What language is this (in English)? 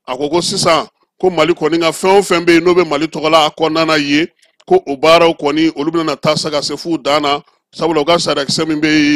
Bambara